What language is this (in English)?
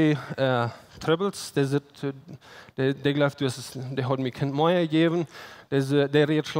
Plautdietsch